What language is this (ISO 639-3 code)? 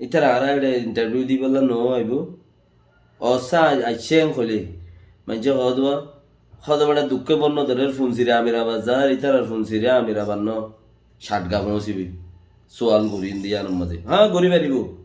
rhg